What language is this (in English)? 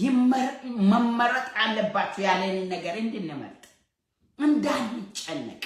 Amharic